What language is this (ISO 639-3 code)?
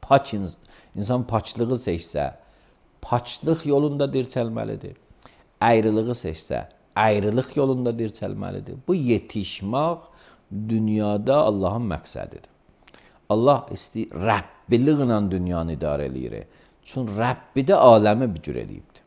aze